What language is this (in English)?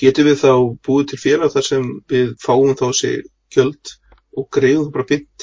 Icelandic